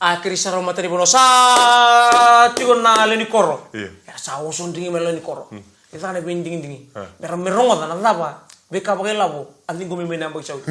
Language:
Fijian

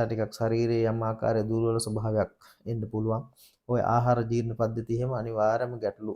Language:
Sinhala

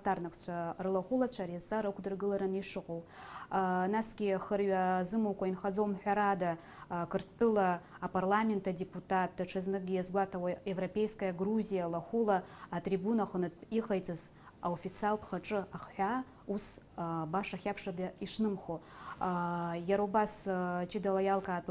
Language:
Abkhazian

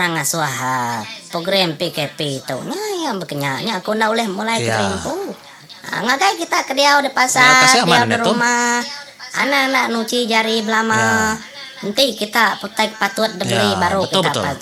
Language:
Iban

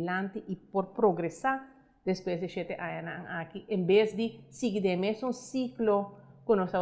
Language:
Papiamento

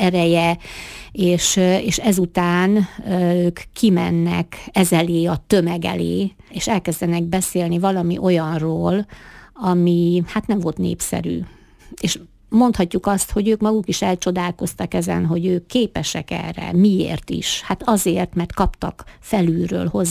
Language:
Hungarian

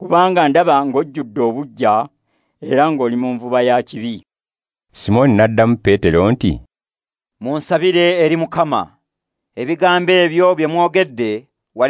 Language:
Ganda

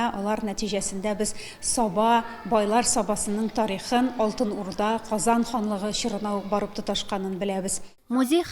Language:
Tatar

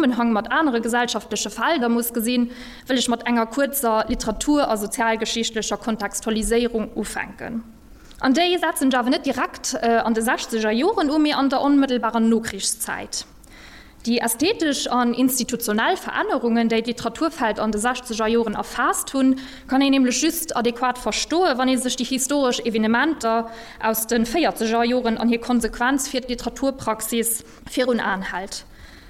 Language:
Luxembourgish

